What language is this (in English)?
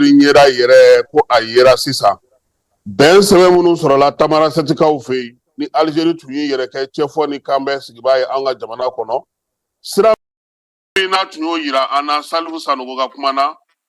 Bambara